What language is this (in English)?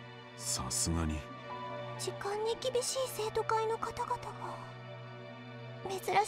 Japanese